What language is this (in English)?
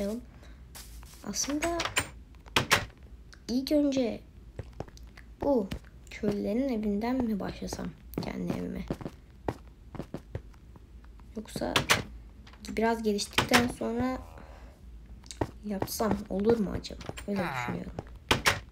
Turkish